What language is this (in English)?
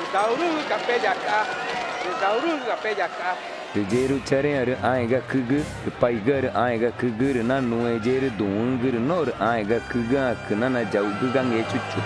Ticuna